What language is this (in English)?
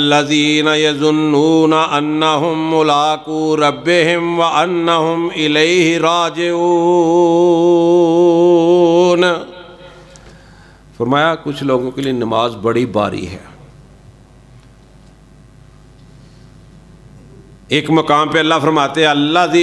Urdu